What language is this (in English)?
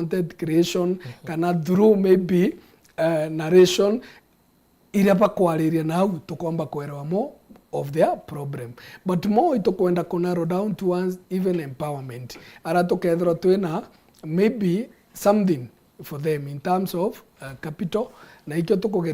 Meru